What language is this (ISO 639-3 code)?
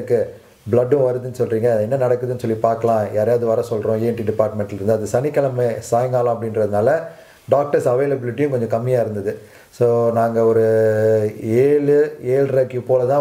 tam